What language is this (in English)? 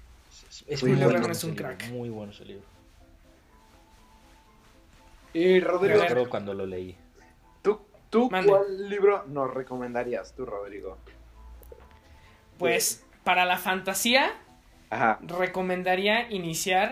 Spanish